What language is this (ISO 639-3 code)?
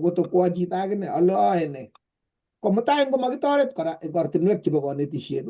kln